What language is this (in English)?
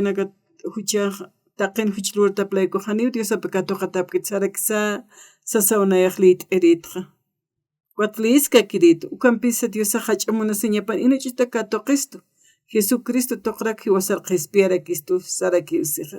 Aymara